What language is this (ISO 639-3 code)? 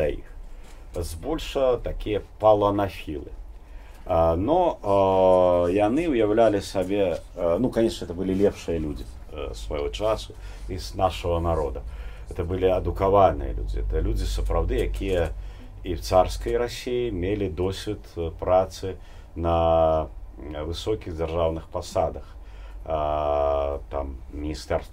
bel